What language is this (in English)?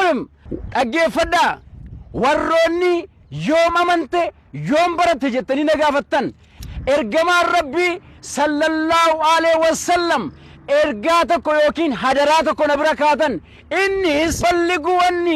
Oromo